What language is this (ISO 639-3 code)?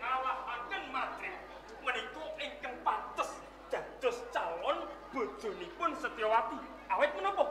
jav